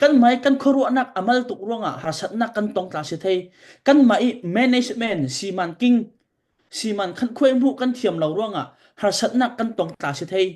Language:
Falam Chin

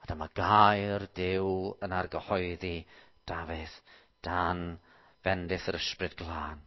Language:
Welsh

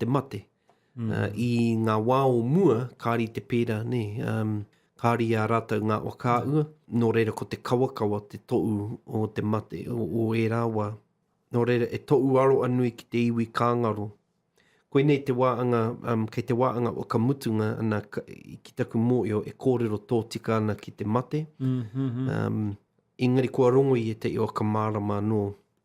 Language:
Māori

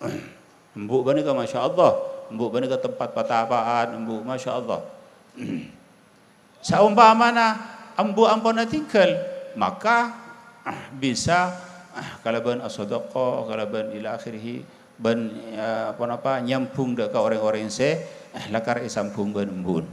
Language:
Madurese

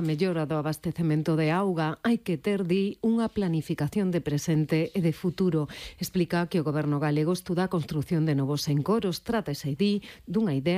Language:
Galician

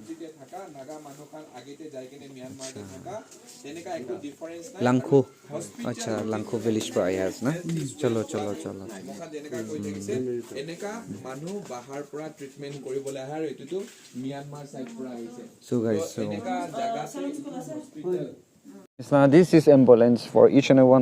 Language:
Naga Pidgin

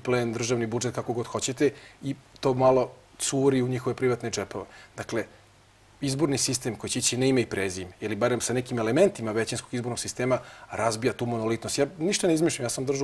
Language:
Serbian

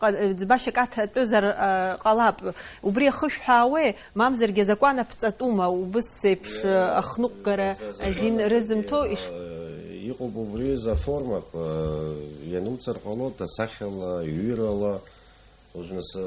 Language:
Abkhazian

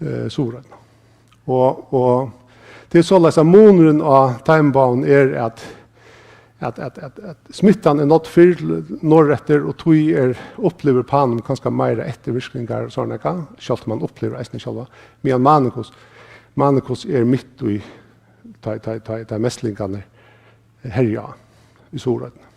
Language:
Faroese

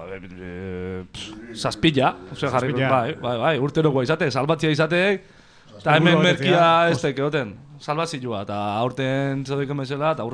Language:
Basque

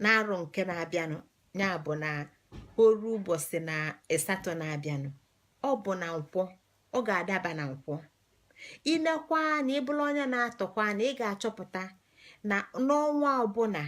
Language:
Igbo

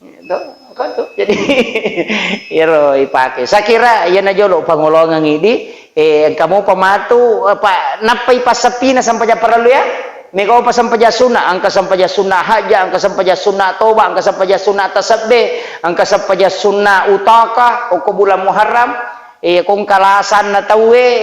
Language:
Buginese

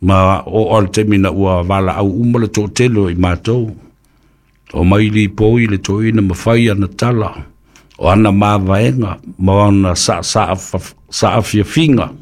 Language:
Samoan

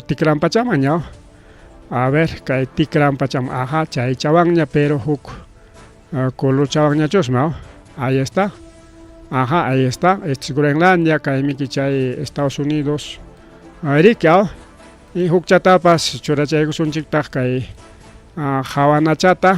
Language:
Ayacucho Quechua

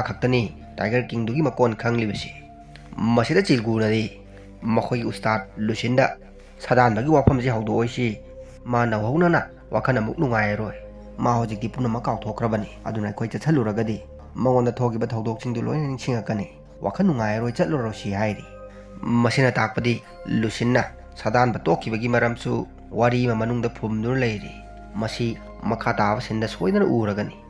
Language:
Manipuri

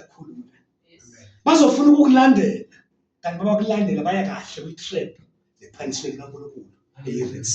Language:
Zulu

